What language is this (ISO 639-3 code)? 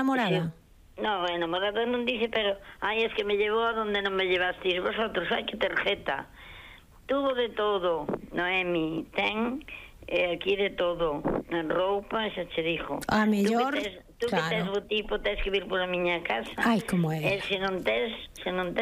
glg